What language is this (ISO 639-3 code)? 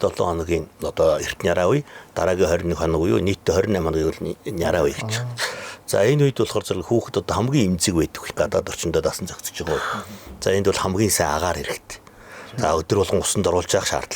mon